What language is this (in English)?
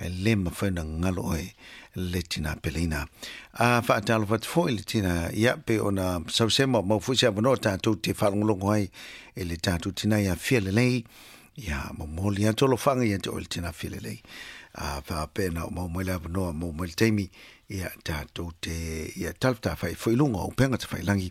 Samoan